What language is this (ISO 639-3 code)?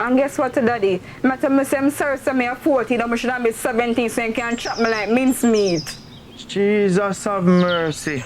jam